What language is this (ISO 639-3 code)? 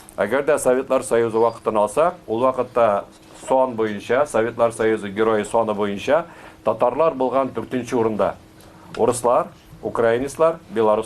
tat